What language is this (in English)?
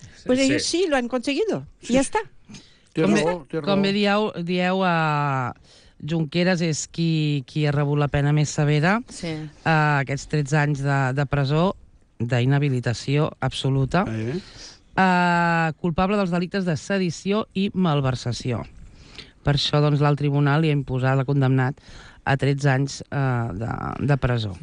Catalan